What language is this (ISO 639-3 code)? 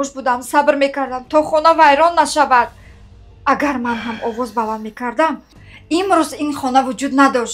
tgk